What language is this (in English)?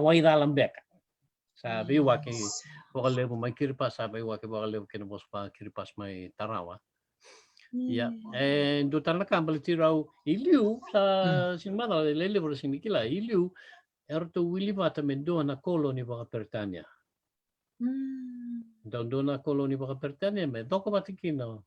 Fijian